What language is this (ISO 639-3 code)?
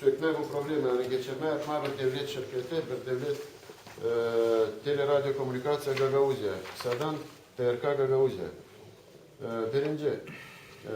gag